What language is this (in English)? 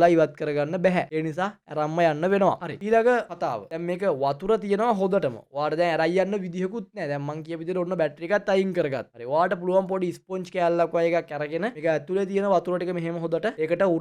Sinhala